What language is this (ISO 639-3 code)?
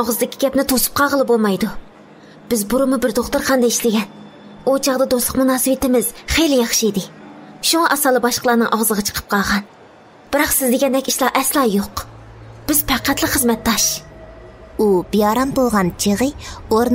uig